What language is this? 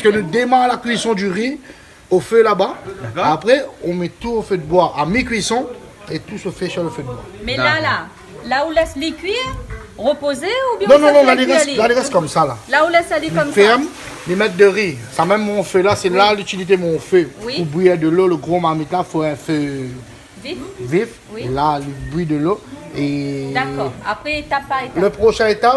Réunion Creole French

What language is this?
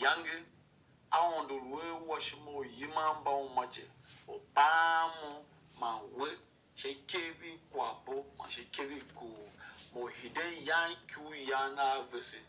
Tiv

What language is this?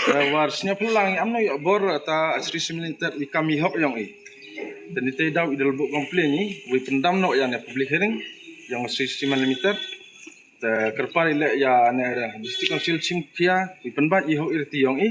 Pnar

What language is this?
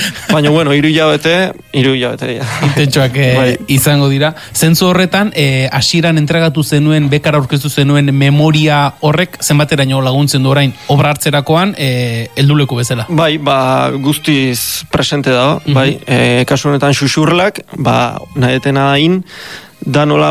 Basque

